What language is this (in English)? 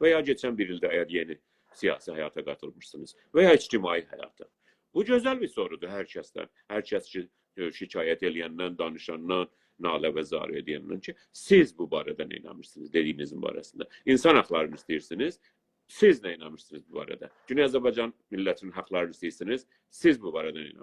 South Azerbaijani